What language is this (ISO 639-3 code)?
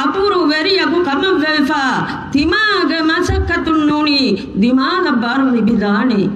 div